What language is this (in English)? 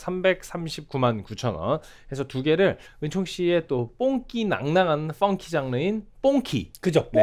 Korean